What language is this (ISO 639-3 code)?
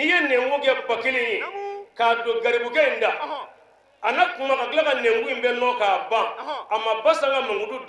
bam